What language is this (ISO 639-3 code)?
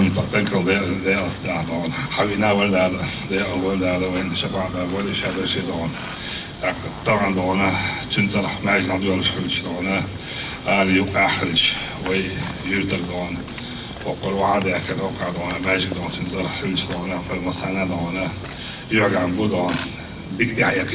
che